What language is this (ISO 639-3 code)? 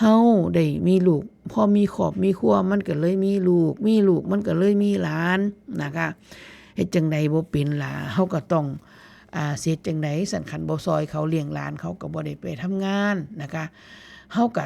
tts